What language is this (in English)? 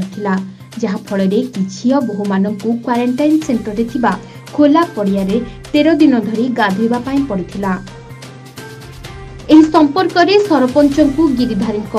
Odia